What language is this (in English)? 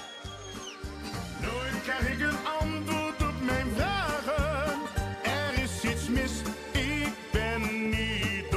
Dutch